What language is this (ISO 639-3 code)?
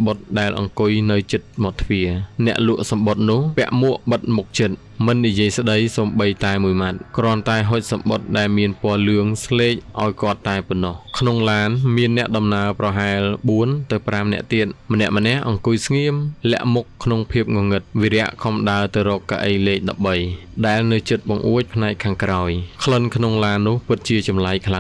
khm